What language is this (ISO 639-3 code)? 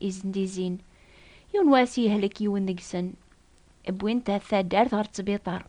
kab